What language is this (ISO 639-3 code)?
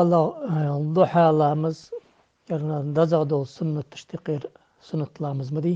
inh